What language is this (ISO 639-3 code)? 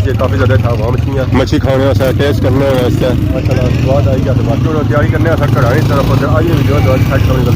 phr